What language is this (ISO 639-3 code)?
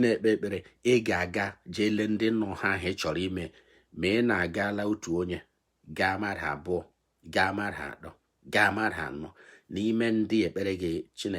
ibo